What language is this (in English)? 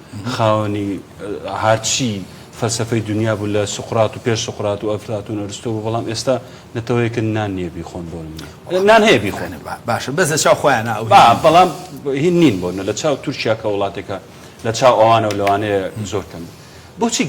Central Kurdish